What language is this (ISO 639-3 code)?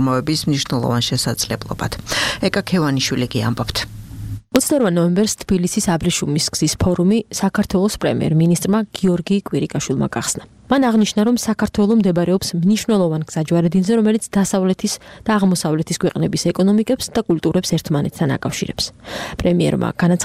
kat